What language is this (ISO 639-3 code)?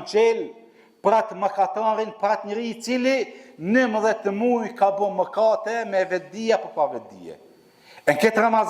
sqi